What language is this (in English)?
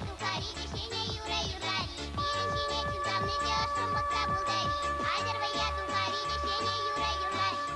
Chuvash